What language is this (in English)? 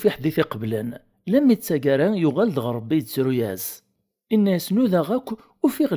Kabyle